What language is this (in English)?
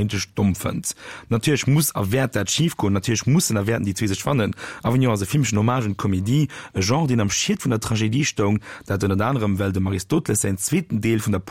Luxembourgish